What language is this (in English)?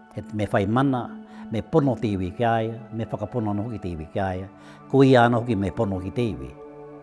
Māori